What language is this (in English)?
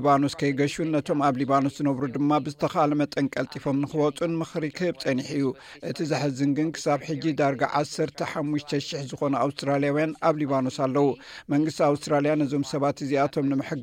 Tigrinya